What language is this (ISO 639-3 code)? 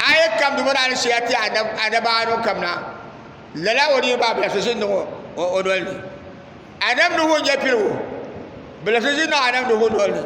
dag